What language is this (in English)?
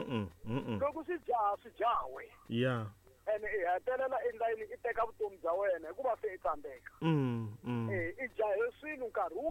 Tsonga